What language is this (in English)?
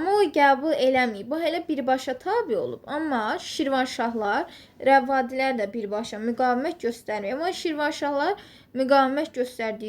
Azerbaijani